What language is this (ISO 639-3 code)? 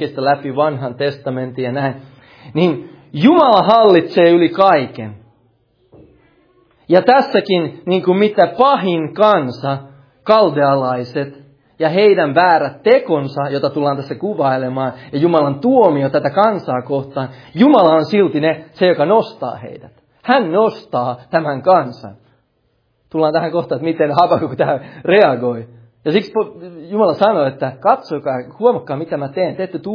fin